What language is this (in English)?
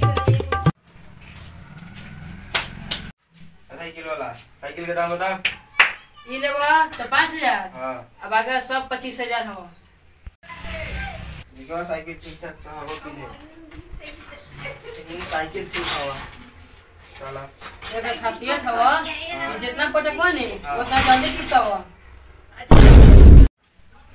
Bhojpuri